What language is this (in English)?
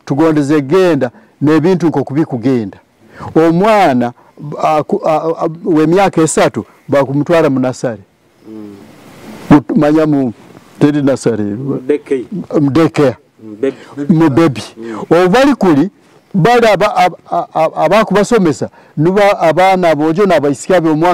Nyoro